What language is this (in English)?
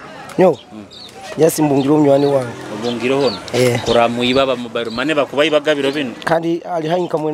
Nyoro